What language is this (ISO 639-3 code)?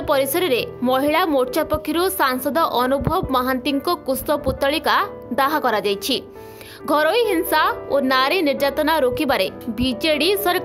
ori